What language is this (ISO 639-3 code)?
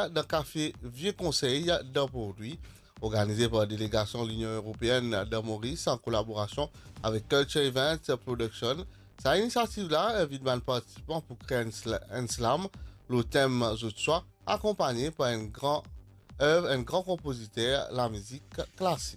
mfe